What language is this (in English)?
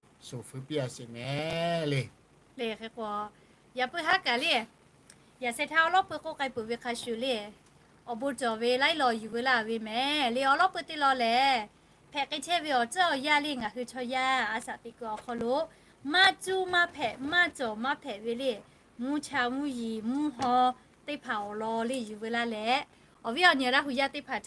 Lahu